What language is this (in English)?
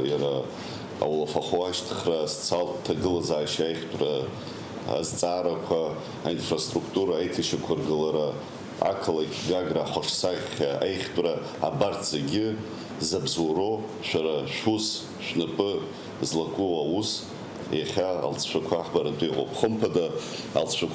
Abkhazian